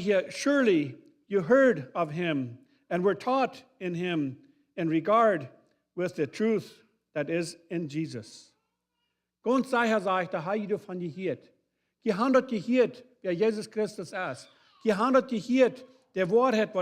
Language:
Plautdietsch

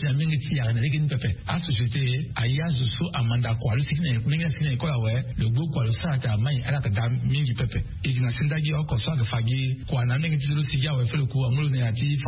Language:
Sango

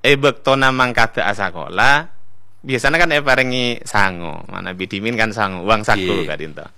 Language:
Madurese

